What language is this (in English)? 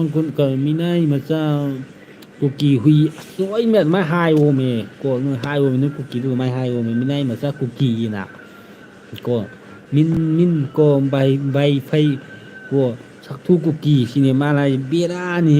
Manipuri